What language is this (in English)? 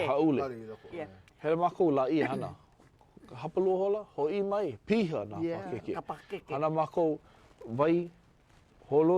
Hawaiian